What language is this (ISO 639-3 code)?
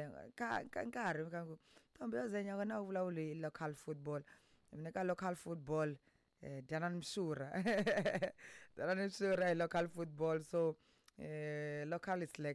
tso